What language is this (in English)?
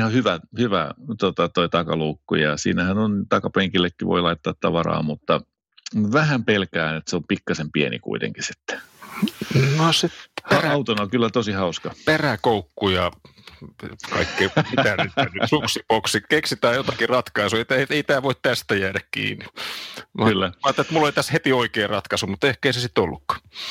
Finnish